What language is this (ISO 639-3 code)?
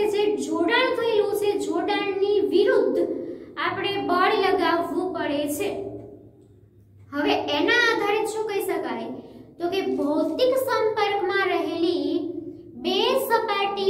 guj